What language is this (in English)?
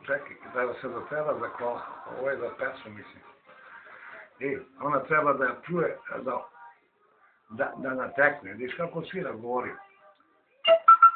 Serbian